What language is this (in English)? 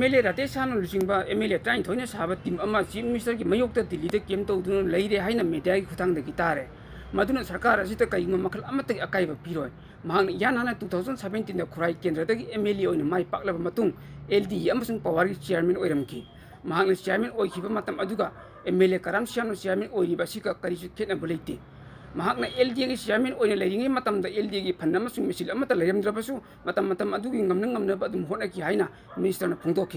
Manipuri